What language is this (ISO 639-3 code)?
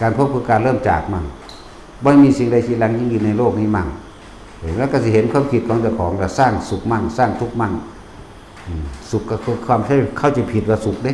tts